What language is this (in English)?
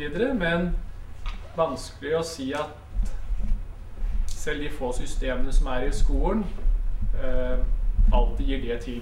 Norwegian